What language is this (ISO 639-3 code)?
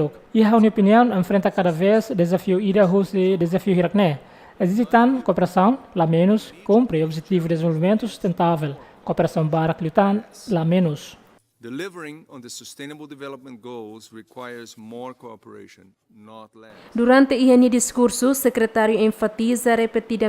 tet